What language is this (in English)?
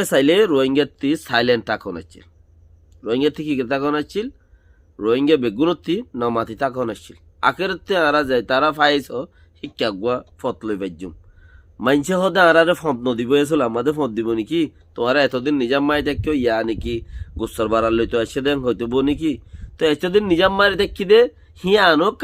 Rohingya